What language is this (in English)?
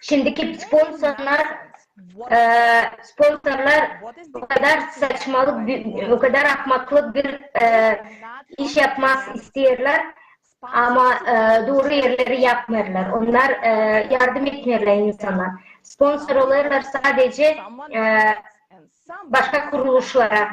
Gagauz